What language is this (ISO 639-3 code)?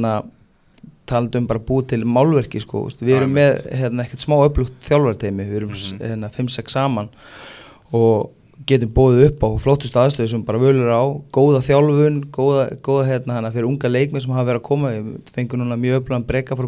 isl